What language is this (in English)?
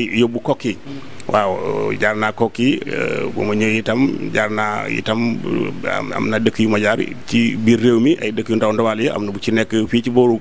Wolof